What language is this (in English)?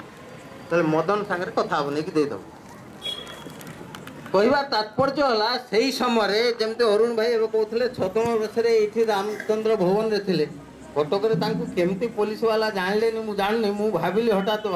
Odia